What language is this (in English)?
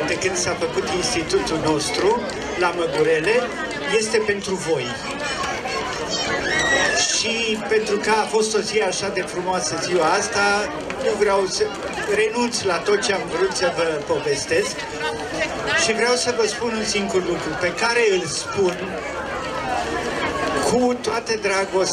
Romanian